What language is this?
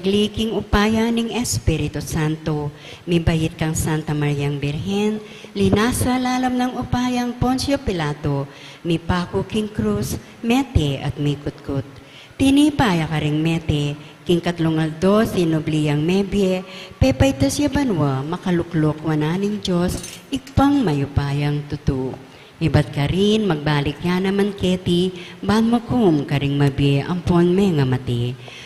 Pampanga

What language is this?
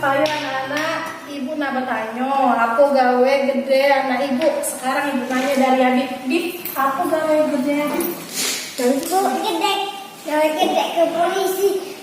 Musi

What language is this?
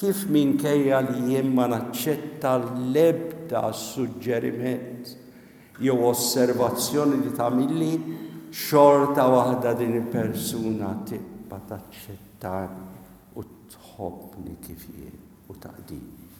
Maltese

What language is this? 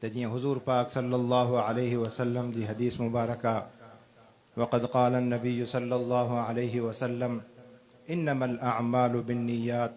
Sindhi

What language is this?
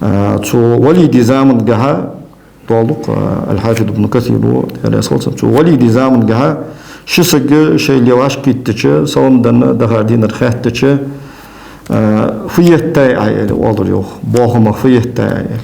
Ingush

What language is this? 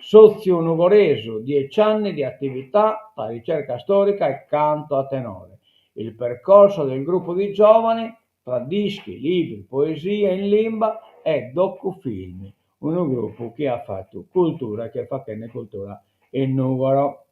Sardinian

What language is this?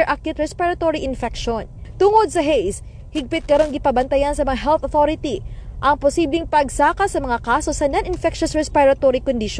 Cebuano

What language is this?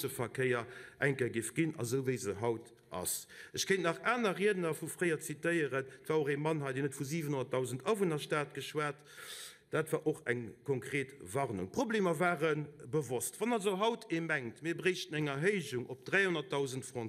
Luxembourgish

